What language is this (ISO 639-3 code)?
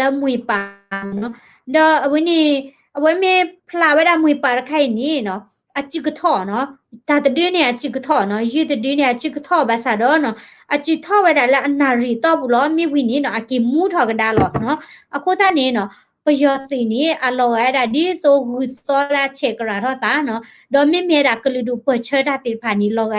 ksw